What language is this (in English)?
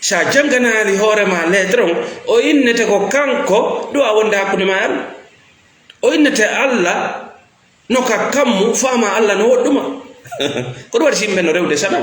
Fula